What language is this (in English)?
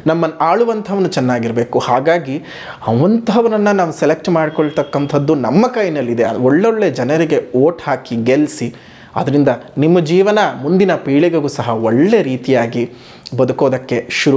Kannada